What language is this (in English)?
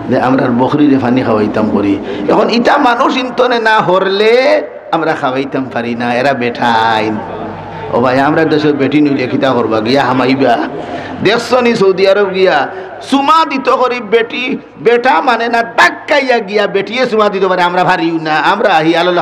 Sylheti